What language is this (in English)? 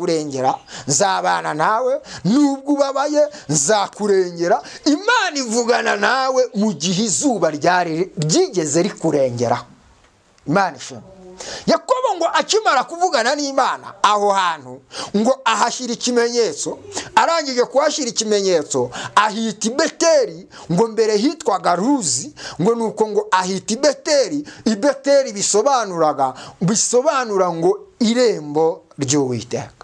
Kinyarwanda